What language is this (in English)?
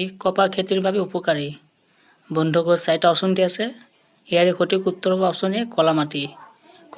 Assamese